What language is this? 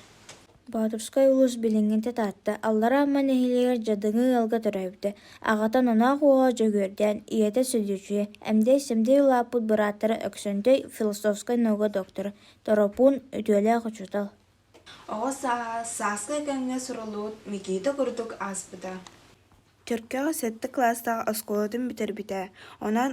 Yakut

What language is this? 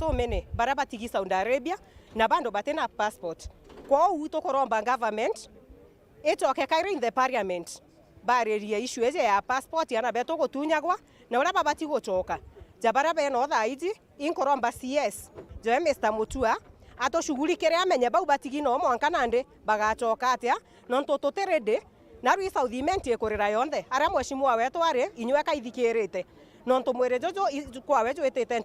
Meru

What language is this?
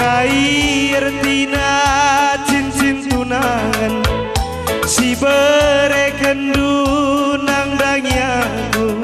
Batak Karo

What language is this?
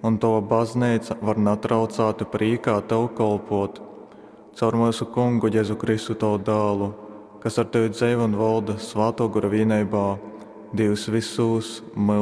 Latgalian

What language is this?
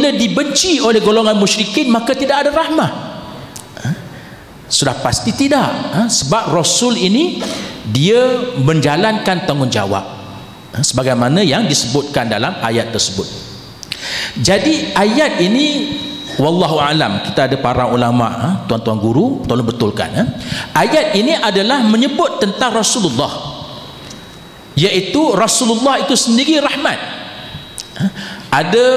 Malay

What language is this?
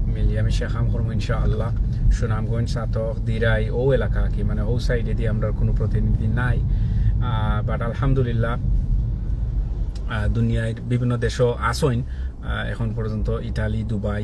Sylheti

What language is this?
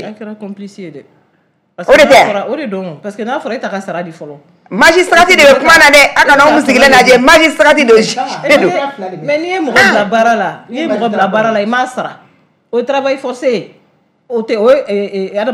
Bambara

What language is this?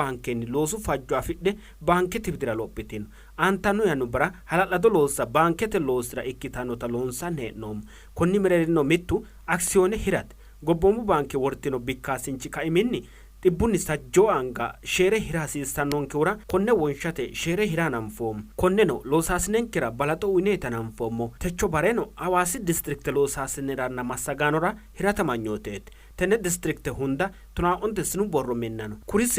Sidamo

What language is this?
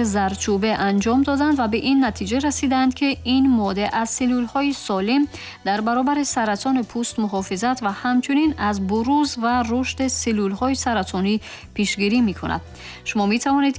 Tajik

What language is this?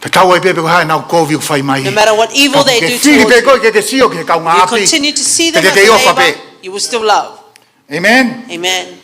Tongan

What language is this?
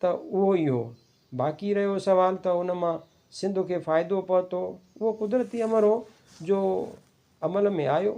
Sindhi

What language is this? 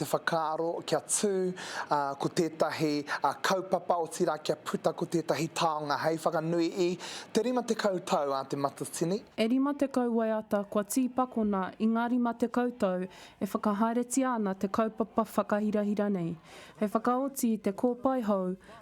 Māori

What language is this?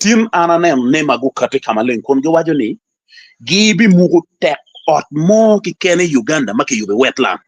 Acoli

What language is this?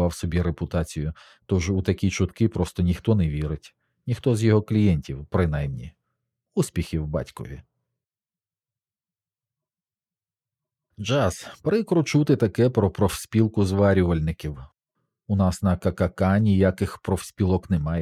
Ukrainian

